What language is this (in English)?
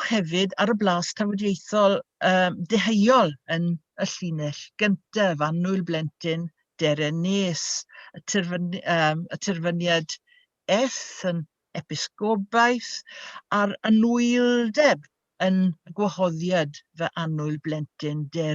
Welsh